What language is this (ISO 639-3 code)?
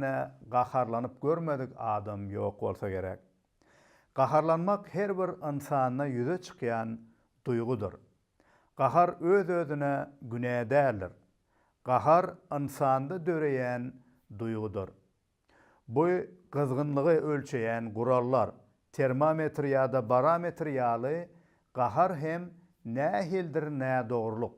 tuk